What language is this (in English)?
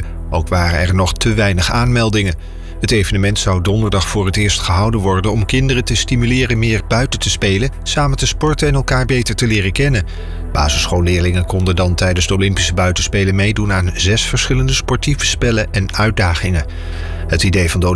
Dutch